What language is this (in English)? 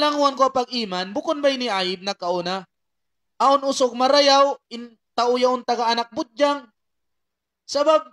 Tausug